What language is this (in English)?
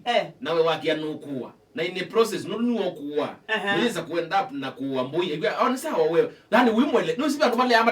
Kamba